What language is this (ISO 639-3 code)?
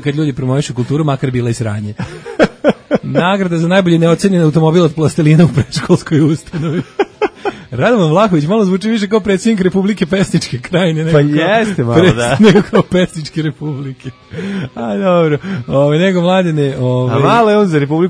srp